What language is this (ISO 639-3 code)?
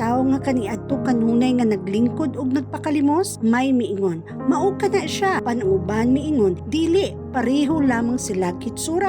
ceb